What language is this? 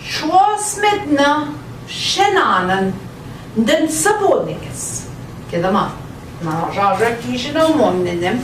Central Ojibwa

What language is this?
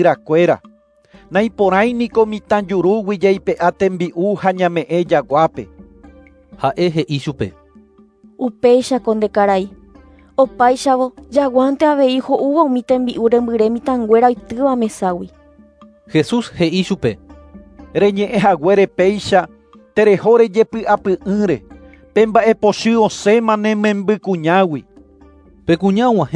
Guarani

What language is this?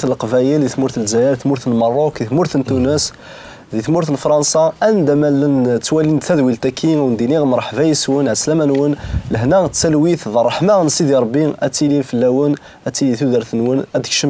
Kabyle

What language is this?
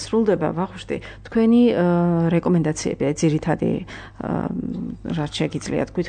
Georgian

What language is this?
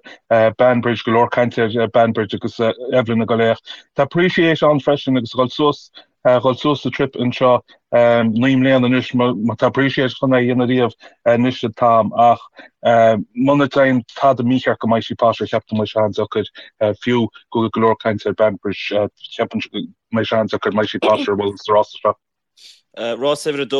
Irish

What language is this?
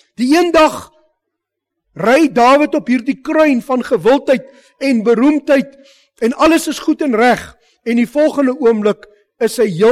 Afrikaans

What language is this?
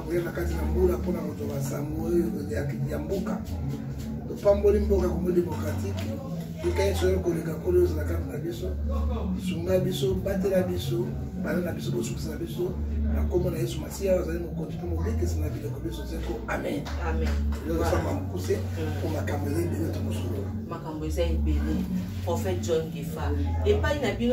Lingala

